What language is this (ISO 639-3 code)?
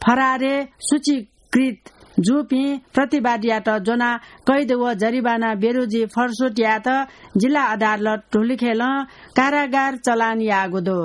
new